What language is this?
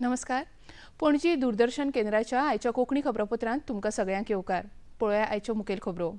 Konkani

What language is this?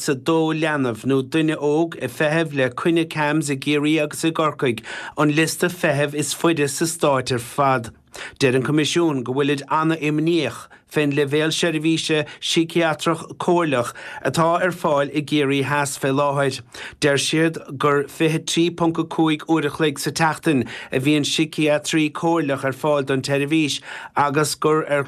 Irish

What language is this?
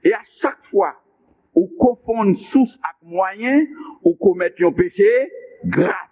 Haitian Creole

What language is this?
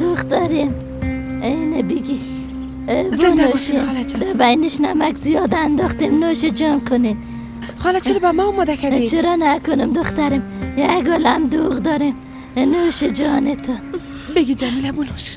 Persian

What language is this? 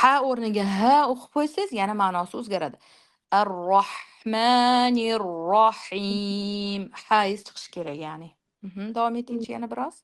Uzbek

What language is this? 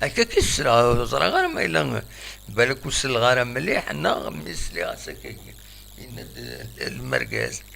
Kabyle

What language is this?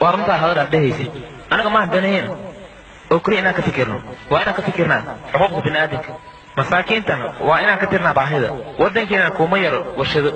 Somali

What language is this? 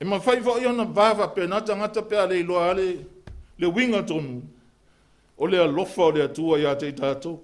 Samoan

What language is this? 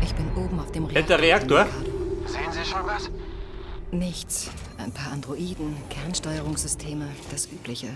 Bavarian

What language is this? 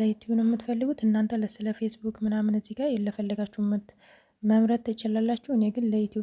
Amharic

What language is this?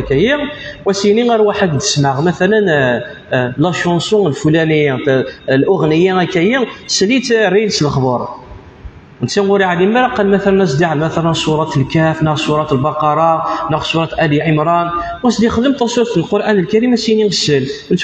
Kabyle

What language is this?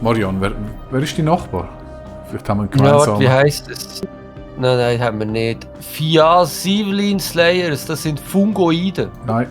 Swiss German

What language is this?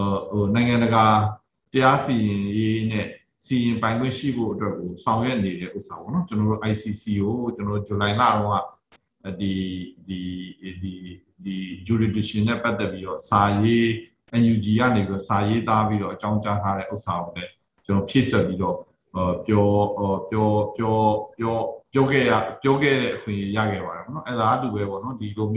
Burmese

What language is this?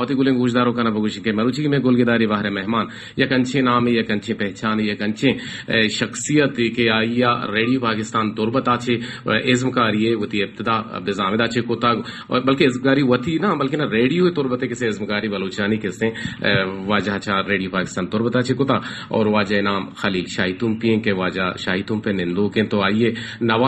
Baluchi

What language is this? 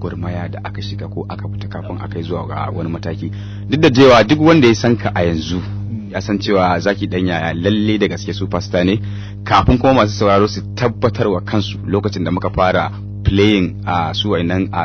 Hausa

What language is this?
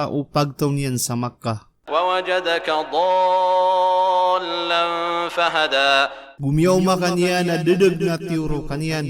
Maranao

